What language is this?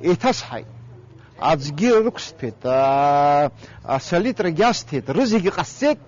Abkhazian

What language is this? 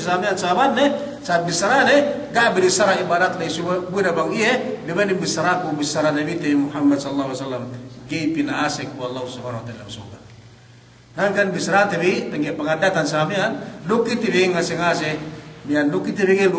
Yakan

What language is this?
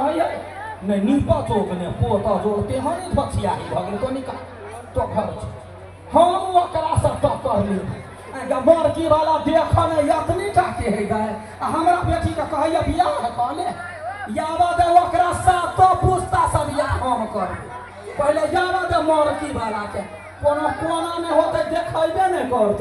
Maithili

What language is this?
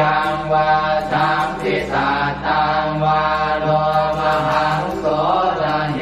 Pali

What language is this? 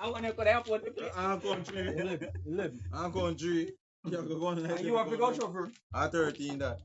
Jamaican Creole English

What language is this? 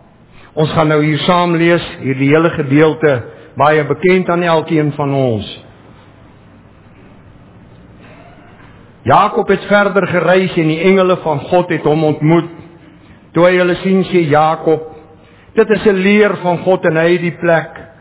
Afrikaans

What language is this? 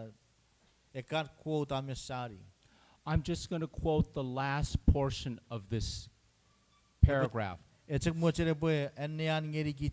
Chuukese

